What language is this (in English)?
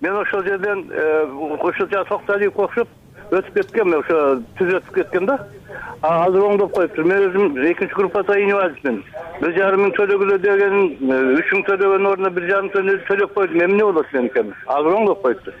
Kyrgyz